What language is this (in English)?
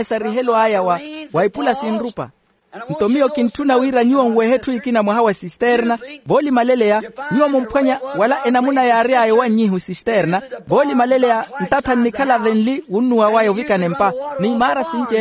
Makhuwa